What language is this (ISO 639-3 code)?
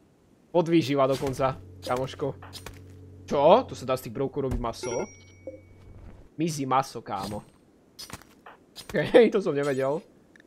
slk